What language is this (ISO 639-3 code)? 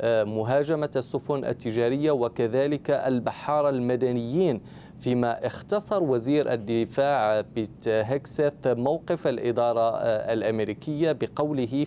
ara